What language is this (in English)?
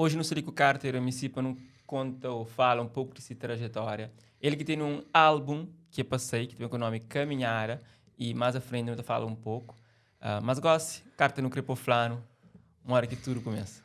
Kabuverdianu